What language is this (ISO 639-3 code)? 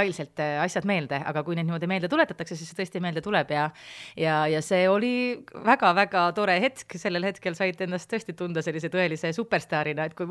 est